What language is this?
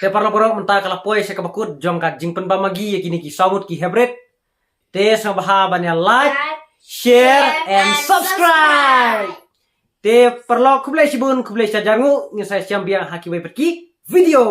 Khasi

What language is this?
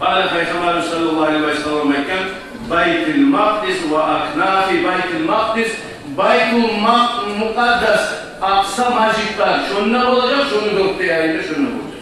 Kumyk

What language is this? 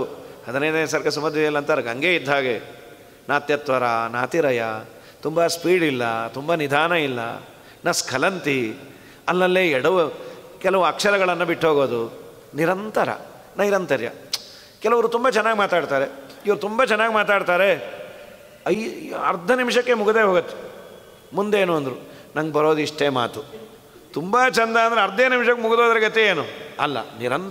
Kannada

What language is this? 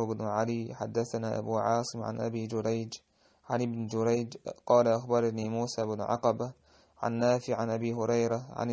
Chechen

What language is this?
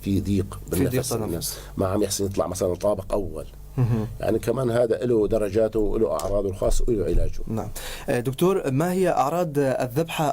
North Levantine Arabic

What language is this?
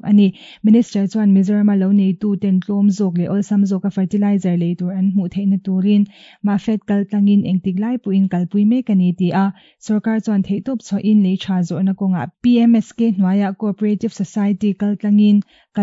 Mizo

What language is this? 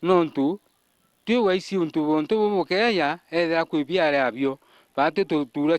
Meru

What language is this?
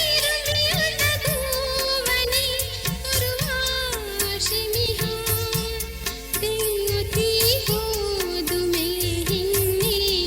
Divehi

